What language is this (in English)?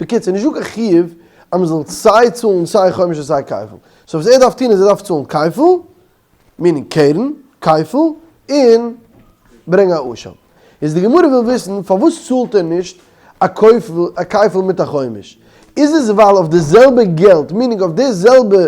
Yiddish